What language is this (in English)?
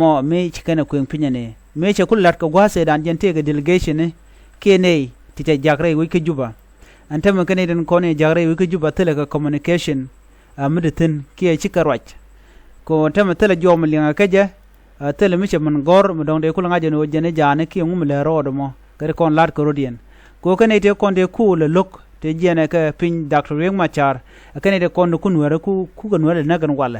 Nuer